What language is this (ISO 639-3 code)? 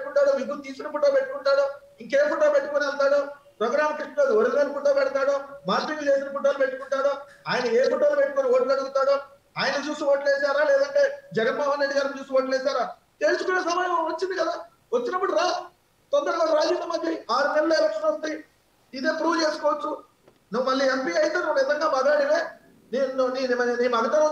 tel